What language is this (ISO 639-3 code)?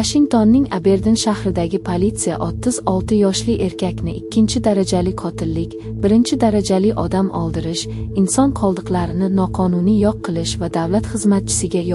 uzb